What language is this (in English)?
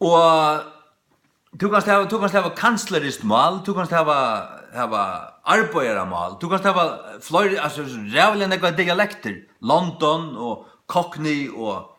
Faroese